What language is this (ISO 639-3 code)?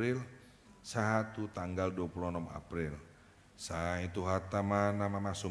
bbc